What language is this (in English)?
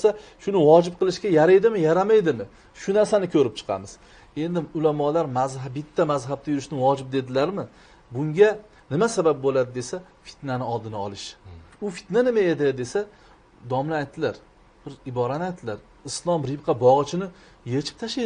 Uzbek